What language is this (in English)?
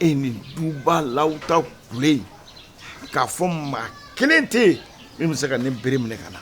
Bambara